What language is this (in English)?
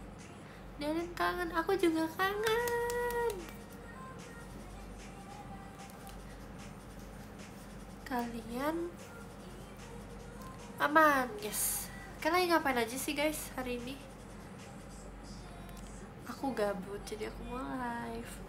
Indonesian